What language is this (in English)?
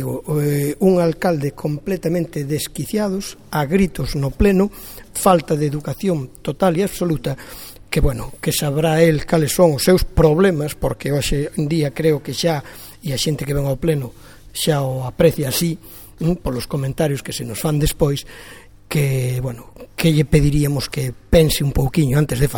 Galician